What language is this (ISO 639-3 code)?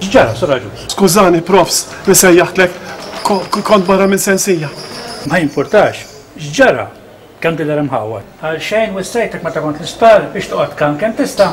mlt